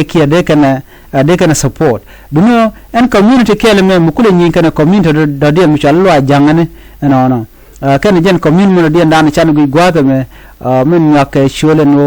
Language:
Nuer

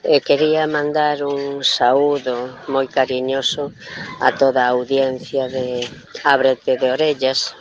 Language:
Galician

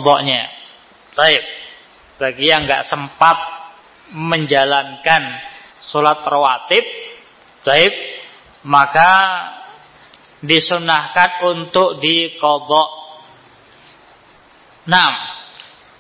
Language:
Indonesian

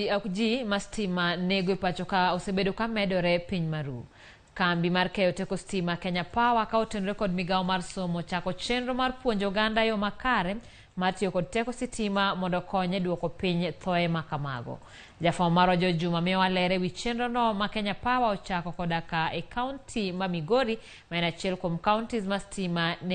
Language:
Luo (Kenya and Tanzania)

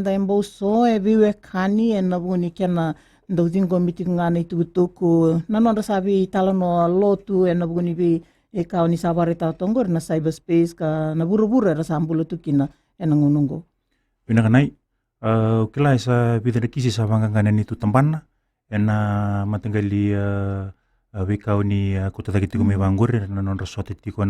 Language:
Fijian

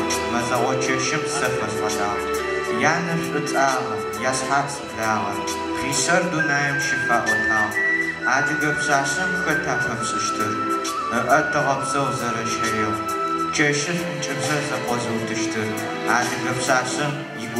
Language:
Adyghe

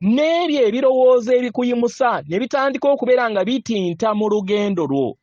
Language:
Ganda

